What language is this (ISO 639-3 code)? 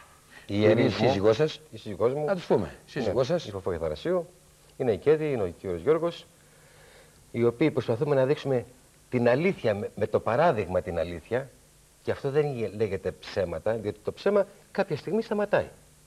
ell